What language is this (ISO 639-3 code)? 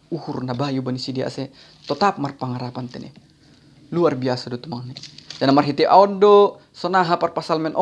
bts